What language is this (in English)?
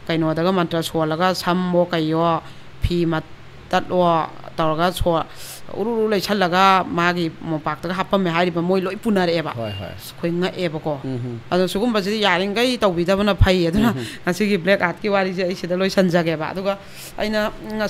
Manipuri